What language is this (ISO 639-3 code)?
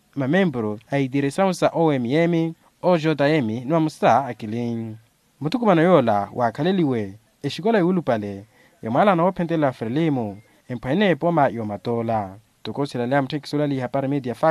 vmw